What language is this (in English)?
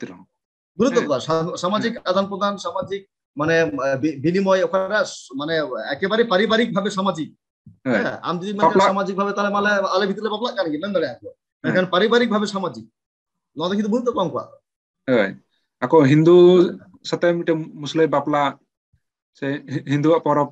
Santali